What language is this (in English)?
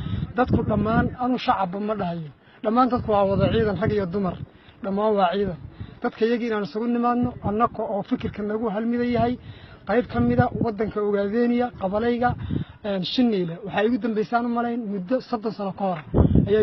Somali